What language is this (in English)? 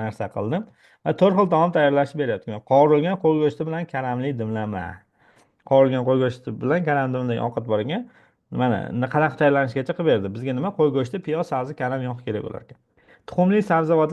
Uzbek